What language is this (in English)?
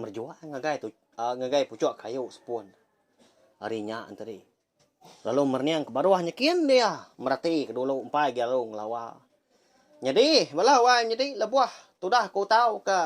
Iban